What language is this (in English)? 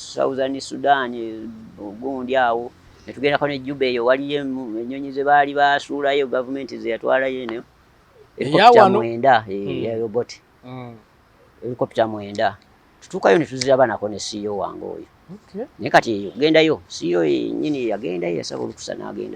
Ganda